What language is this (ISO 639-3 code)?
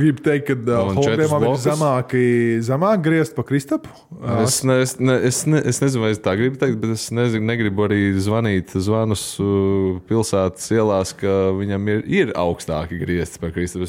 lav